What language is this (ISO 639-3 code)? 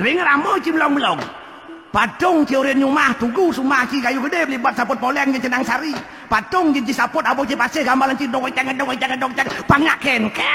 ban